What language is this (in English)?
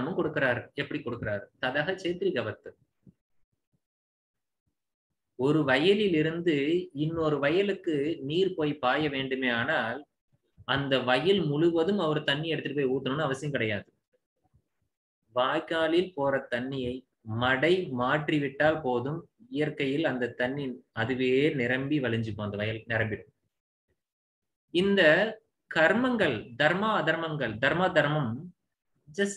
Tamil